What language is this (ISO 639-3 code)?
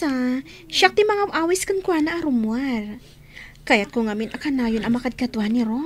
ilo